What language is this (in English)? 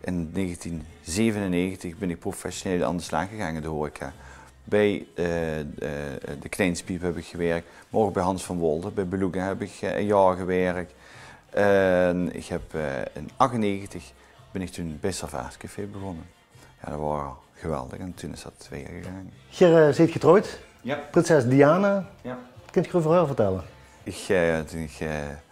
Limburgish